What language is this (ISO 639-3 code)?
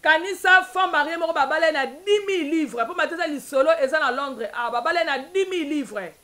lin